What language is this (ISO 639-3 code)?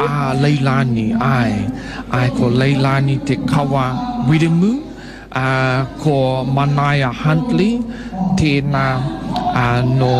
mri